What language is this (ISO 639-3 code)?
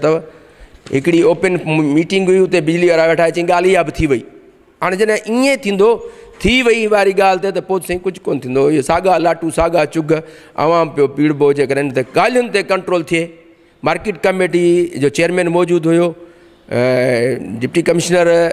snd